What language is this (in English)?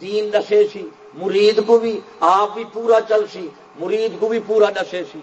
Saraiki